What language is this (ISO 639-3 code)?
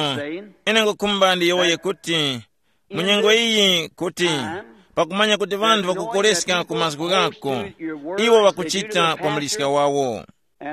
tum